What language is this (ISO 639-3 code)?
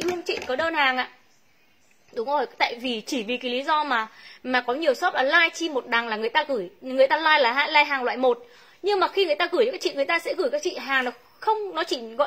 vie